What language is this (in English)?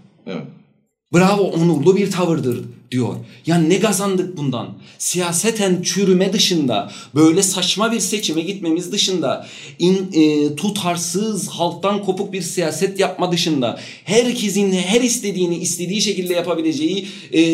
Turkish